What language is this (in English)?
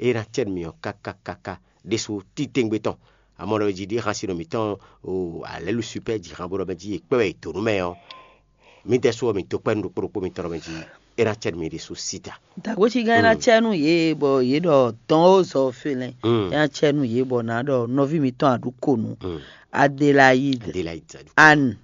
Fon